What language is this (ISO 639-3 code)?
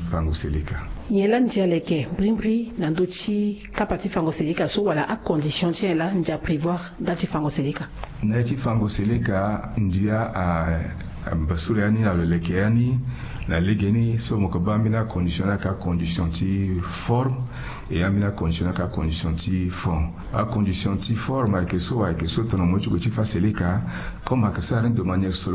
sag